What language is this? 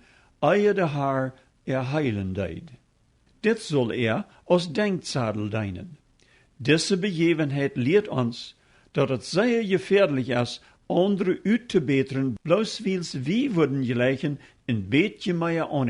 Plautdietsch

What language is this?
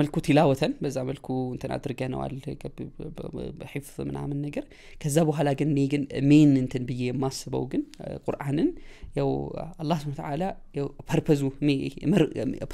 Amharic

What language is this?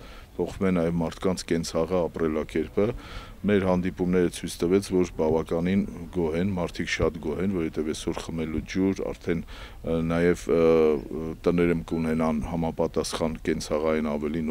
Armenian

